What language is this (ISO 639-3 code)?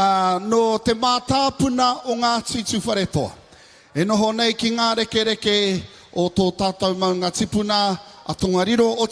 mri